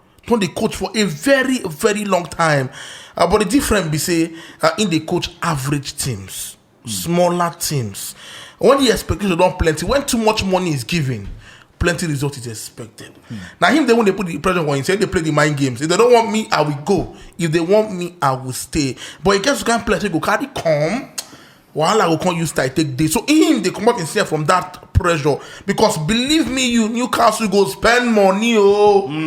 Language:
Nigerian Pidgin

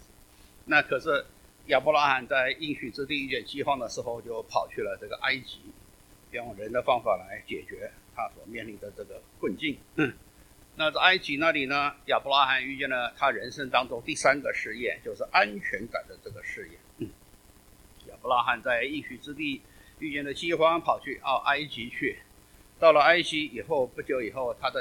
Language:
Chinese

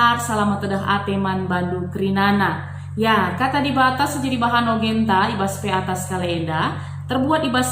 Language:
Batak Karo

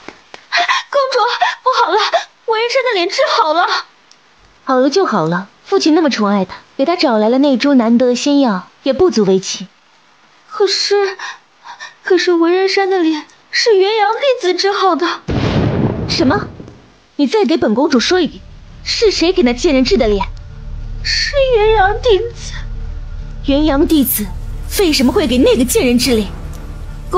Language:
Chinese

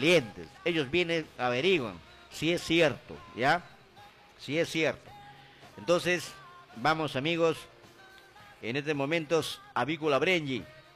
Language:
Spanish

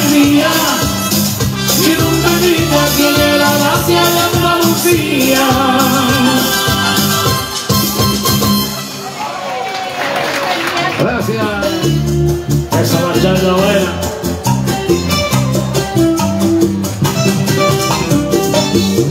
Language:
Spanish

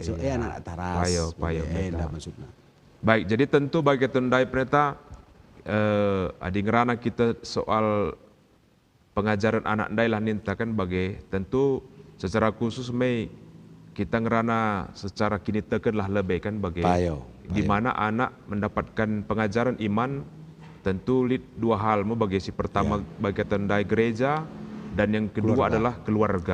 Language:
Batak Karo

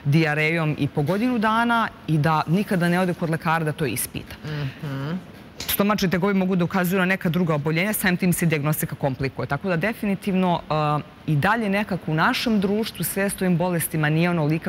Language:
Serbian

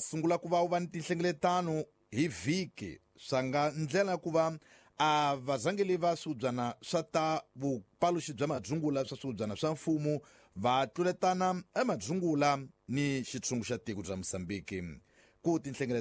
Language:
Tsonga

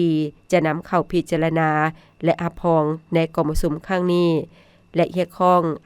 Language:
Lao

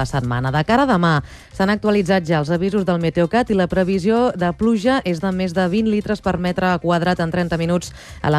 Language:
Catalan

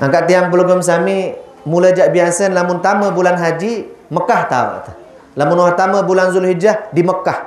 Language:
Sasak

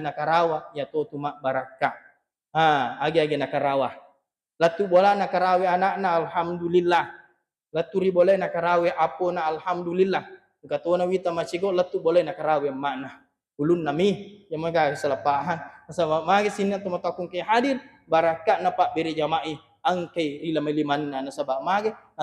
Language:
Buginese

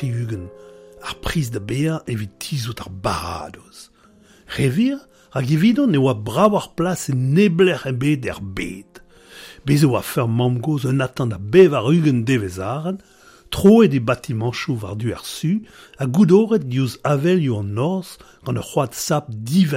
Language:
Breton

